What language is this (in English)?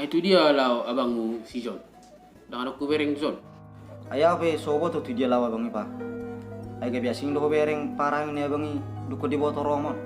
Batak Toba